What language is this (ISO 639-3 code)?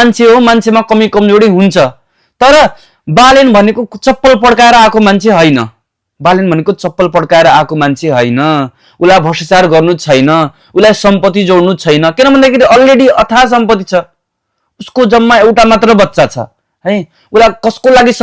nep